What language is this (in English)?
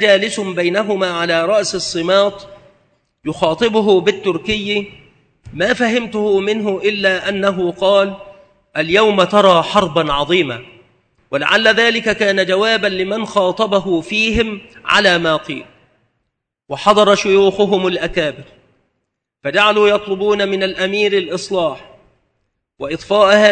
Arabic